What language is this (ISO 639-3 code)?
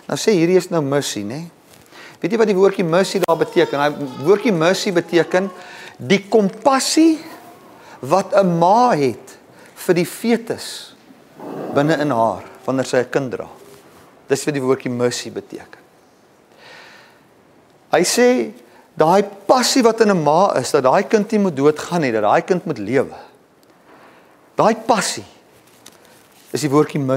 afr